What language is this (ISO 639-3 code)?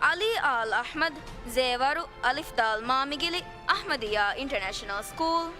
div